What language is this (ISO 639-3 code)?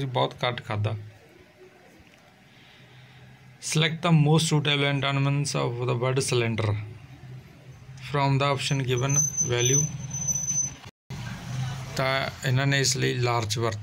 pan